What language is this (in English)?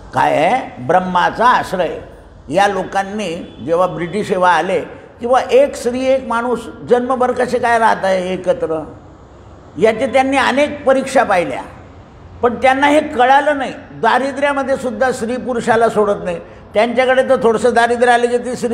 Marathi